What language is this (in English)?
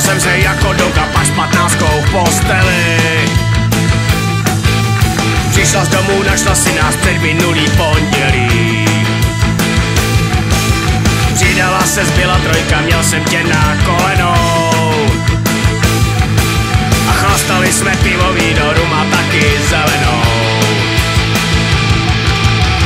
Czech